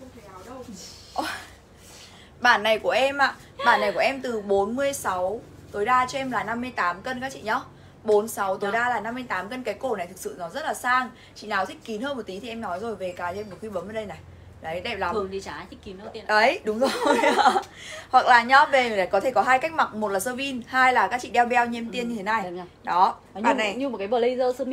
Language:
Vietnamese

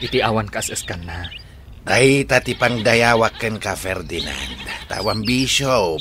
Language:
Iloko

